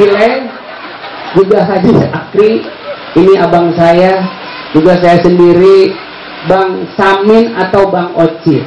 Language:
Betawi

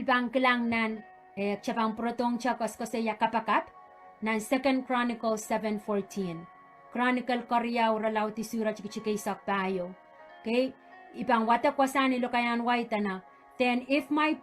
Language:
Pohnpeian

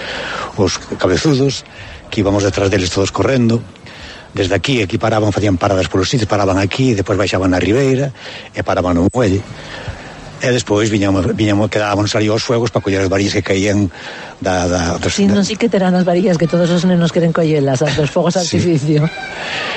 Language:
Galician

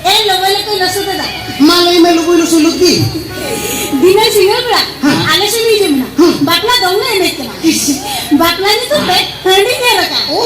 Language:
Santali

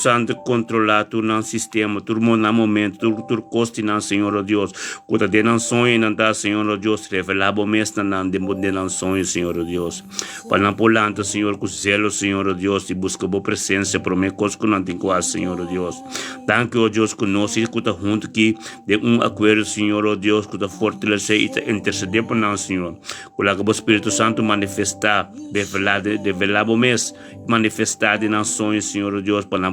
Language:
Papiamento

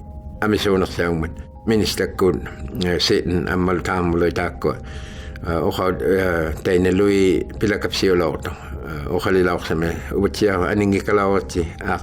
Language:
Inuktitut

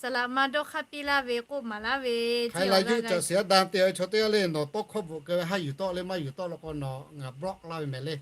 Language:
Lahu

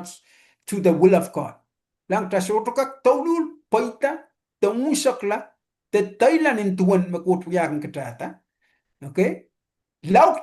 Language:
Pohnpeian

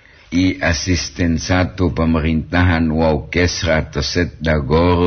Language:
Gorontalo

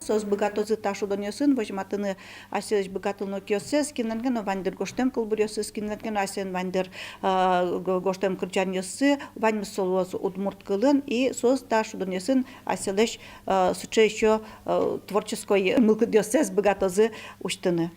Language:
Udmurt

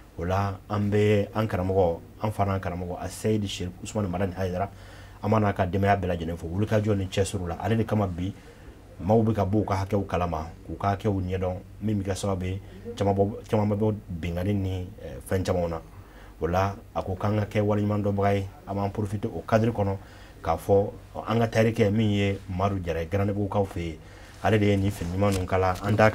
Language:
Bambara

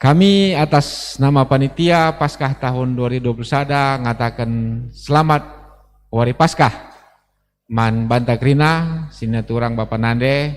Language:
Batak Karo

